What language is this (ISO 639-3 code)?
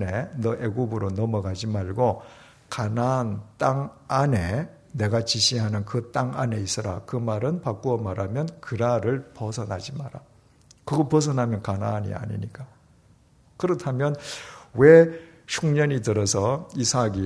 kor